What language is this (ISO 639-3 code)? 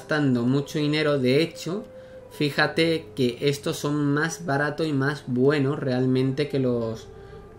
spa